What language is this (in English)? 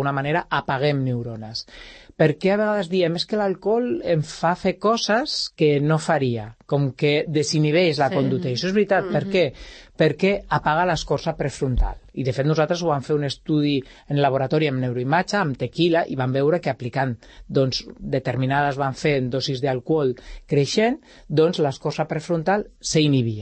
Catalan